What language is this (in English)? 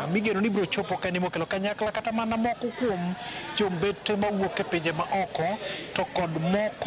Luo (Kenya and Tanzania)